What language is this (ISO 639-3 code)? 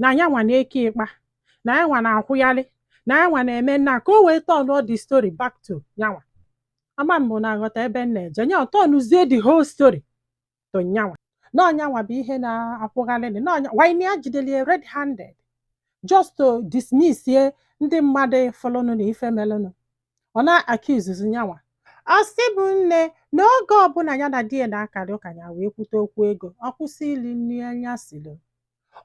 ibo